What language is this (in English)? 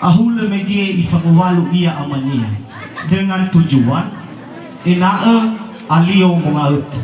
Nias